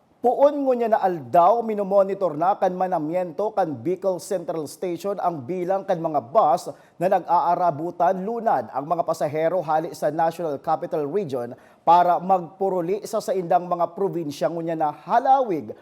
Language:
Bikol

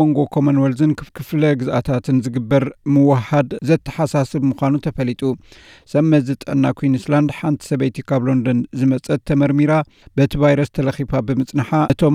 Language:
Tigrinya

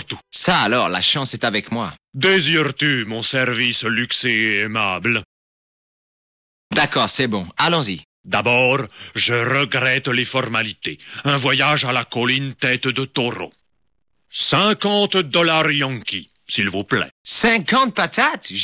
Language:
French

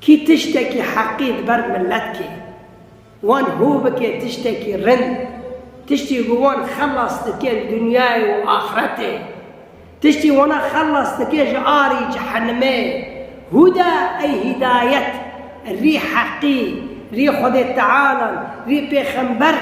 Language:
Kurdish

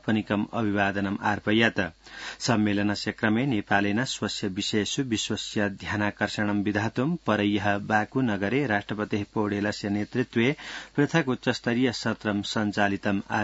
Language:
Sanskrit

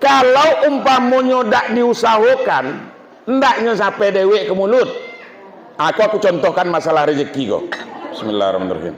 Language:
Minangkabau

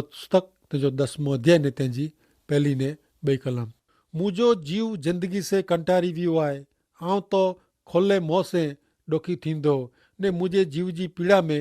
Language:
Kachhi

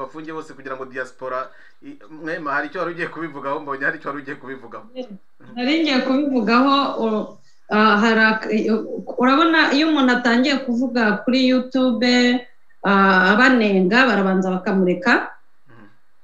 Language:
Kinyarwanda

